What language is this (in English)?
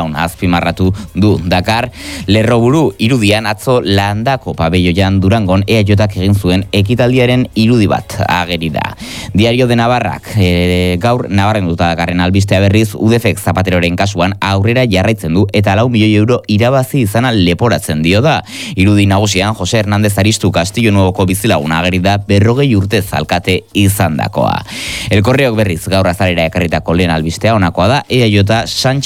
Basque